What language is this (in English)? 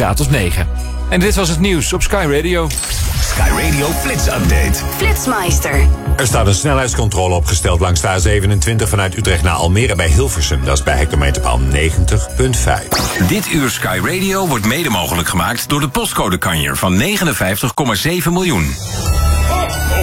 Dutch